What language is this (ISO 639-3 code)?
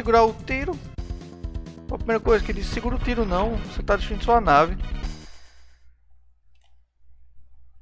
por